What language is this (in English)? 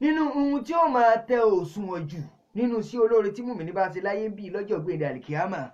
Yoruba